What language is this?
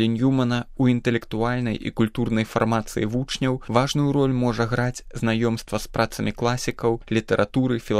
Belarusian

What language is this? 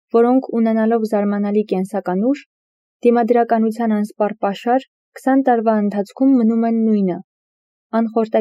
Armenian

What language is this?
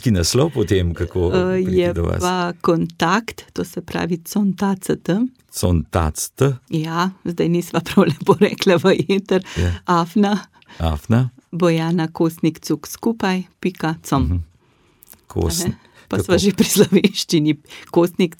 Slovenian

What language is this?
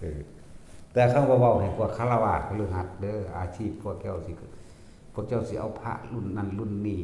Northeastern Thai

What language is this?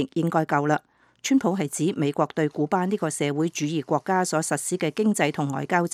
Cantonese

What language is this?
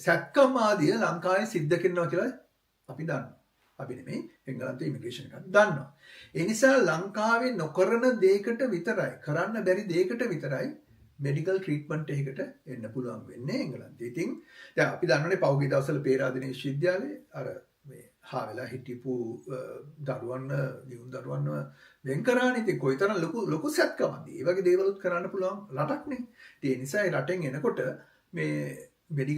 Sinhala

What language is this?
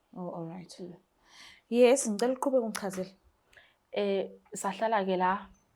Zulu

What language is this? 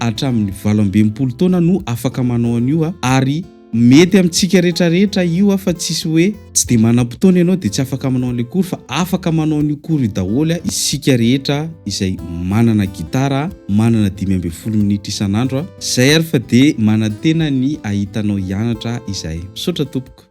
Malagasy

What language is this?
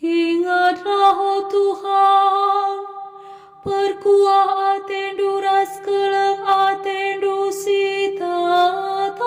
Batak Karo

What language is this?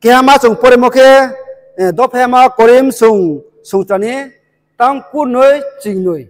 Riang (India)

